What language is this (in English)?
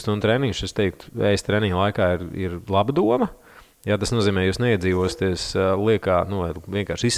Latvian